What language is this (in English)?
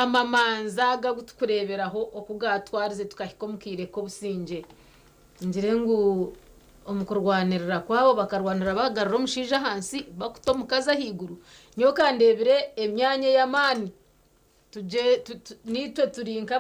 Nyankole